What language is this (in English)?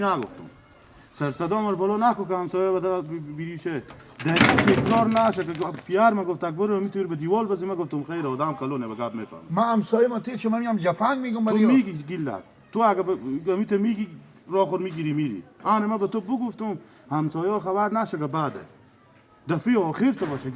Persian